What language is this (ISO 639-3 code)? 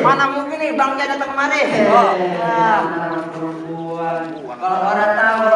bew